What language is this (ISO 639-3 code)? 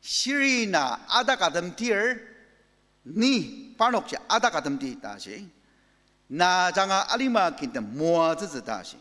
njo